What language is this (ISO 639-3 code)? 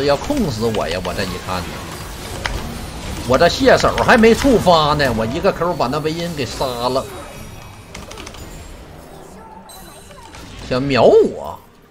zho